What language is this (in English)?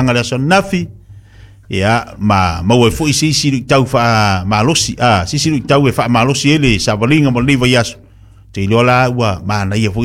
Samoan